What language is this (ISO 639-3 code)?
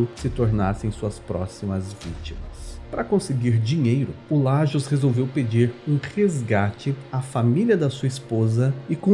por